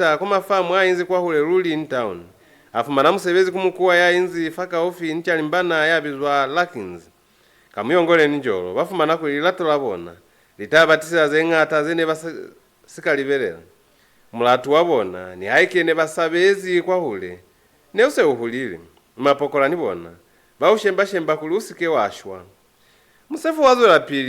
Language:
Lozi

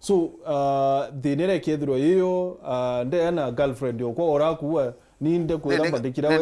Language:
Meru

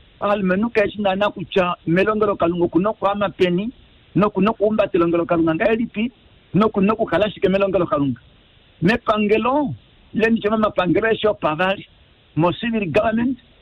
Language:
Kuanyama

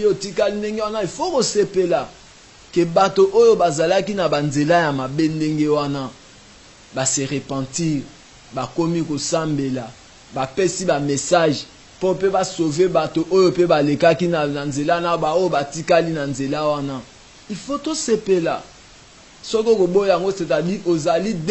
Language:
Lingala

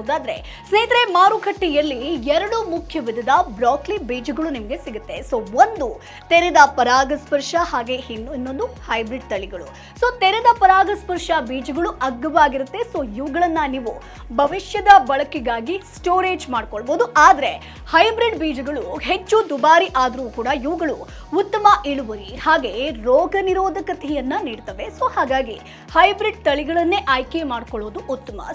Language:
Kannada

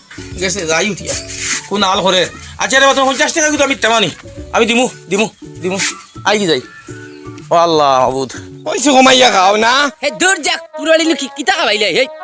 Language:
Sylheti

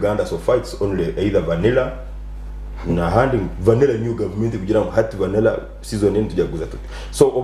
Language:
Nyankole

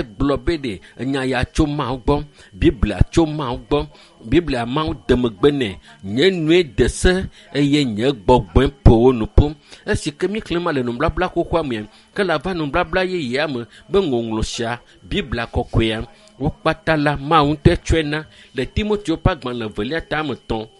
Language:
Ewe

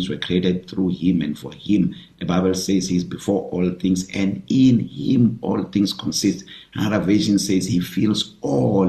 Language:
English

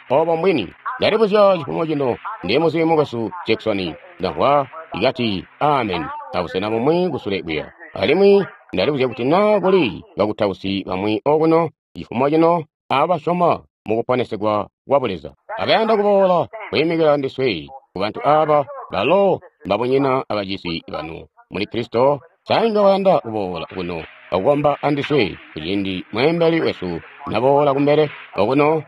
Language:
Tonga (Zambia)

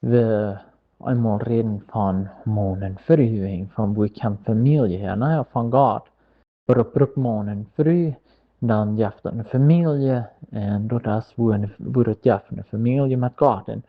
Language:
Plautdietsch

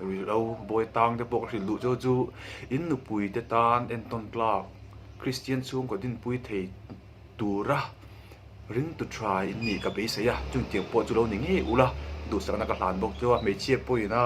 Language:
Mizo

